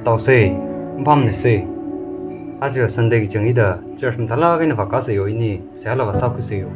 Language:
Tangkhul Naga (India)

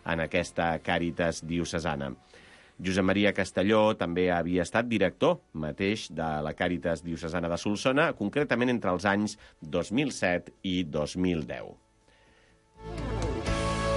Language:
Catalan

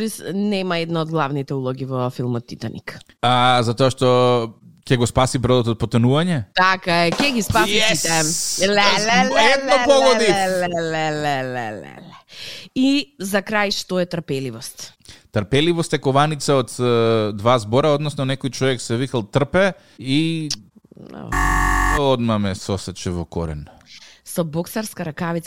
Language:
Macedonian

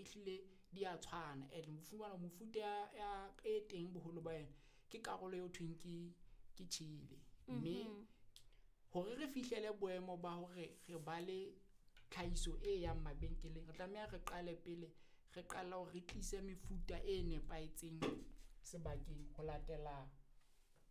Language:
Southern Sotho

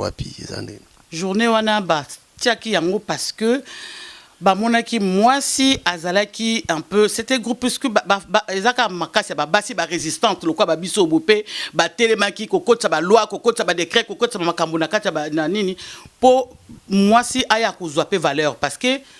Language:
Lingala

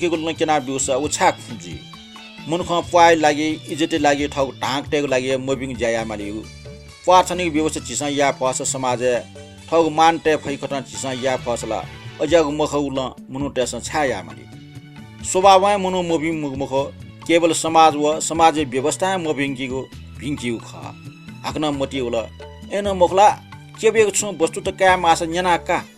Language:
Newari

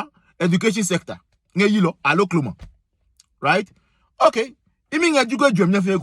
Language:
Adangme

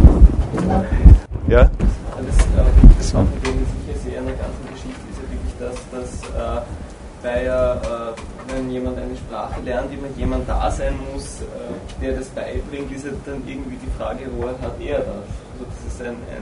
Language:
German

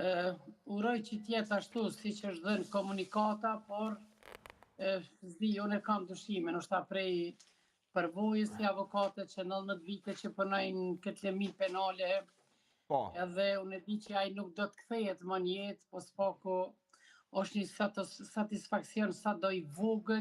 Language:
Albanian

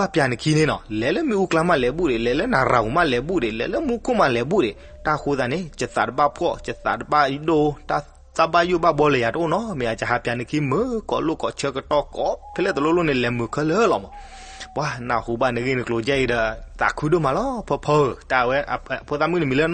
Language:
S'gaw Karen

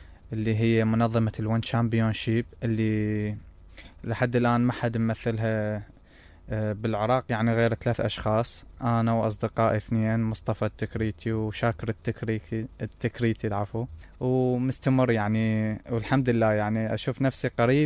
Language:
Mesopotamian Arabic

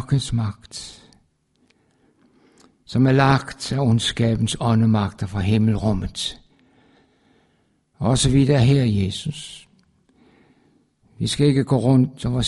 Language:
Danish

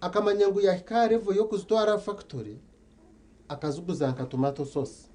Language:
Nyankole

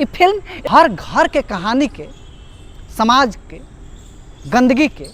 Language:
Bhojpuri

